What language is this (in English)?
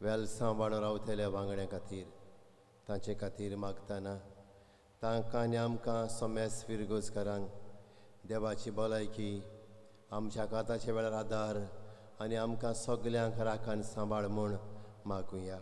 Konkani